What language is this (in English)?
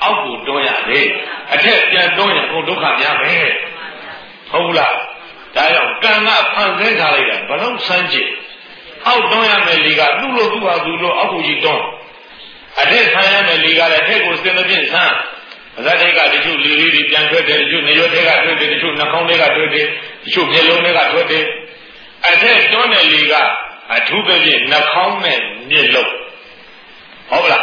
Burmese